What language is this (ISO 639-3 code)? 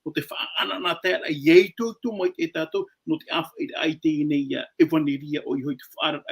tah